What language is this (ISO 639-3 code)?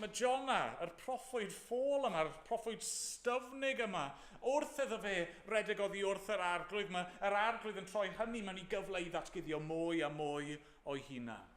cym